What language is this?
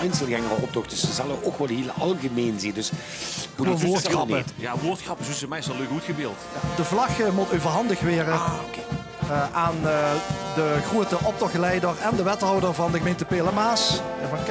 Limburgish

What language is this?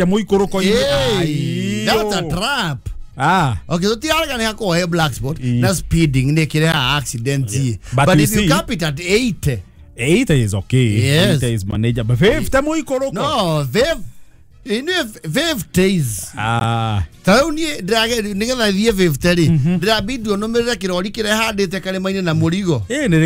Kikuyu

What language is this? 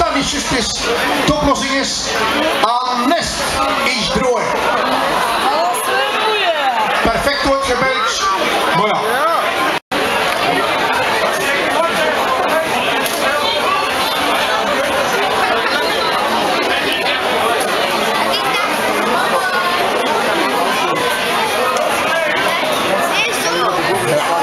Dutch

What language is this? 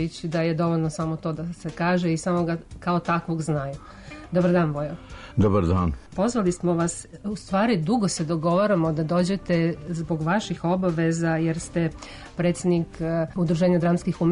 Serbian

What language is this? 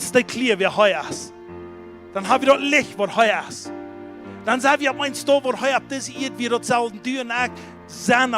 Plautdietsch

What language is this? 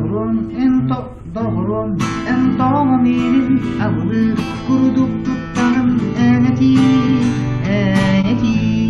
Yakut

